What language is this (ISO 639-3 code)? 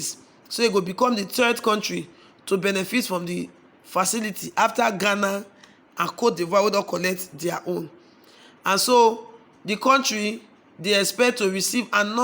pcm